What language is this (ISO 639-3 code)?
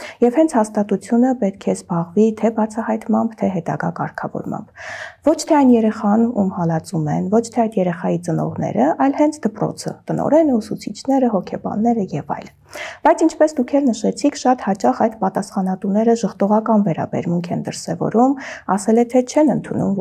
hye